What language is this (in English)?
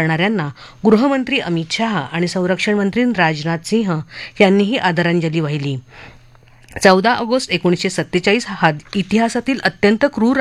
Marathi